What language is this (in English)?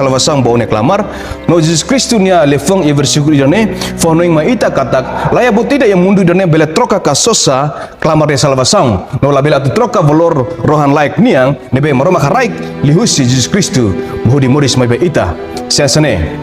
Tetum